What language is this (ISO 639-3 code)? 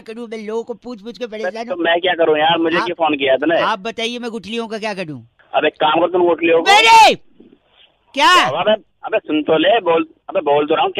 hin